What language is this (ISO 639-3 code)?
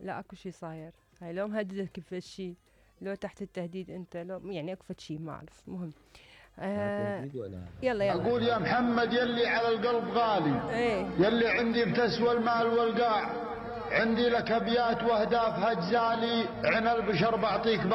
acm